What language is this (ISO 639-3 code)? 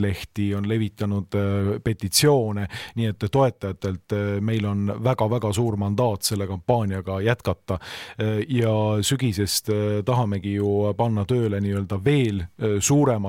est